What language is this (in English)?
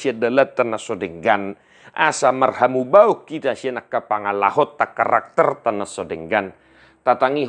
Batak Toba